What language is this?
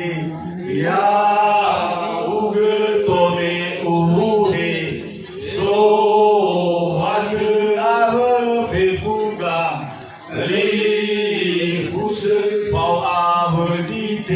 Nias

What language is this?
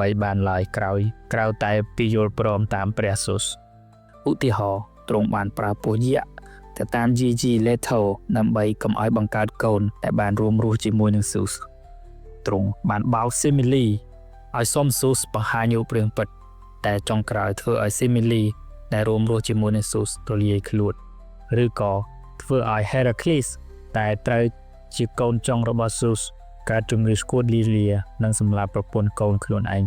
Khmer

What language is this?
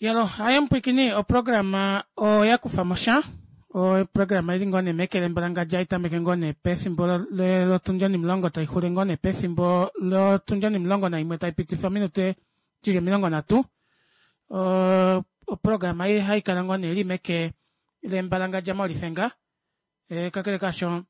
Kuanyama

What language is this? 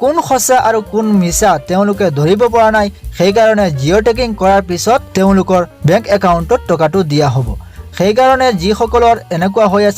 Assamese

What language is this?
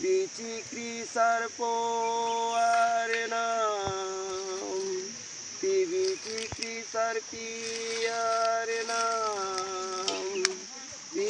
Karbi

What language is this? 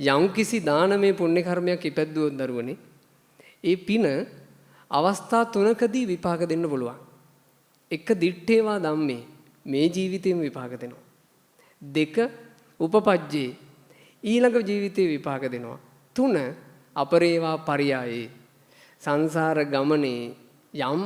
Sinhala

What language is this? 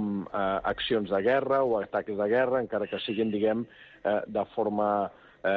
Catalan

